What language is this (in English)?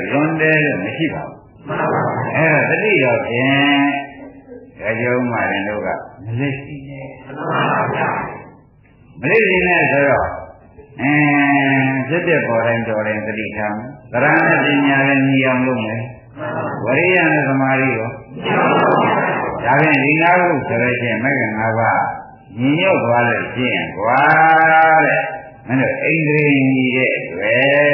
Burmese